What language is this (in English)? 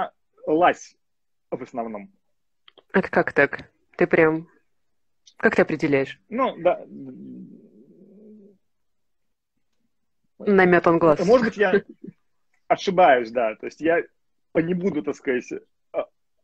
Russian